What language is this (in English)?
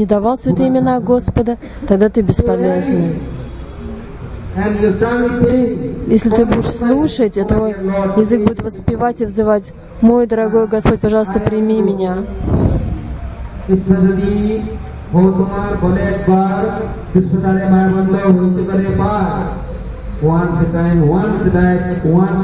Russian